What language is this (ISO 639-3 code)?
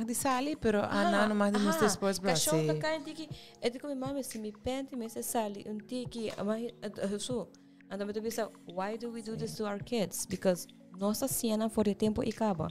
pap